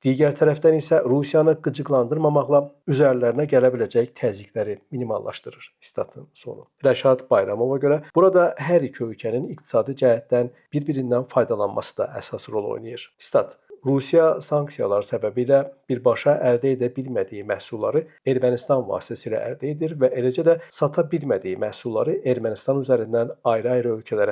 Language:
Azerbaijani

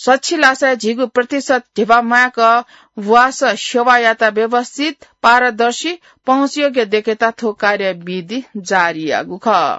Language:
Newari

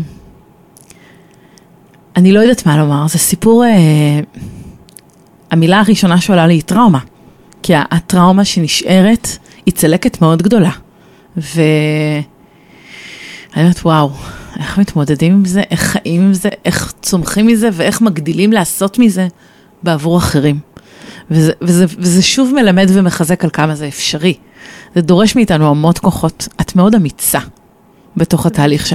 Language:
Hebrew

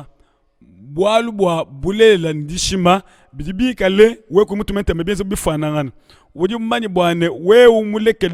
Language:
Luba-Lulua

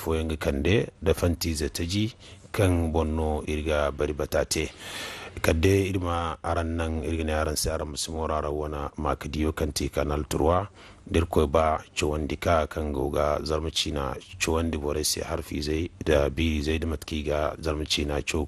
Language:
Zarma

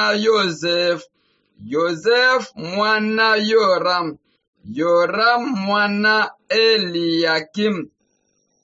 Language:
Swahili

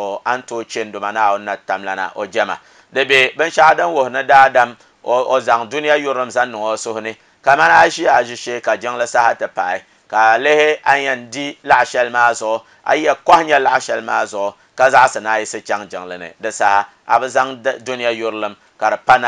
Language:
Dagbani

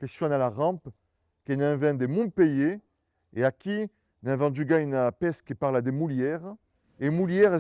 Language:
Occitan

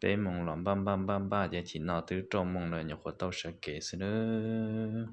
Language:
Hmong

